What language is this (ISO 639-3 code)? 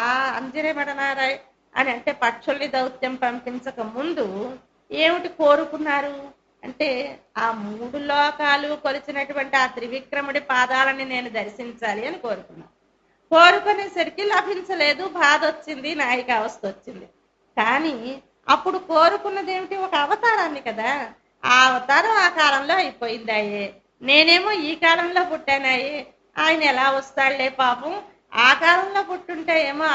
tel